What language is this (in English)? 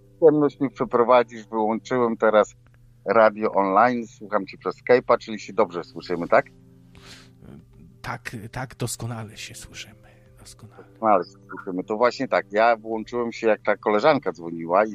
Polish